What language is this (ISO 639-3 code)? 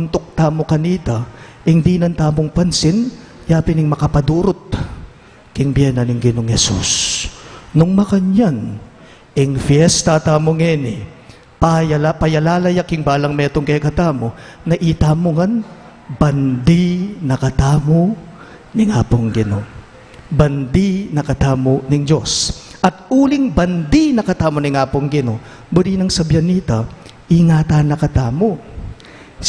pam